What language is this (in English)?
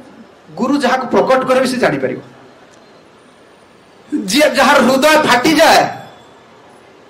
Odia